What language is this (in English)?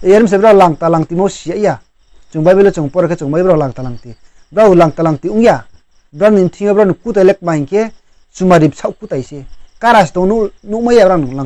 Riang (India)